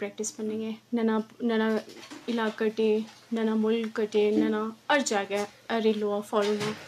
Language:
Brahui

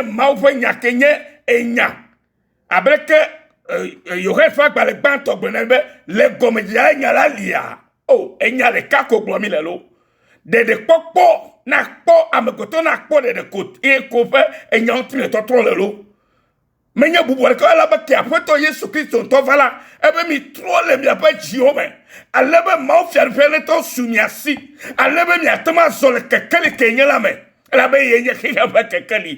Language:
Ewe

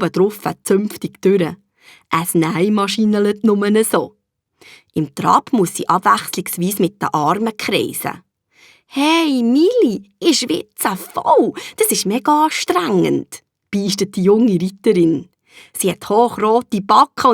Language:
Swiss German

